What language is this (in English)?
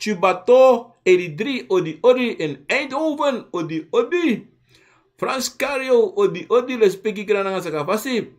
Sranan Tongo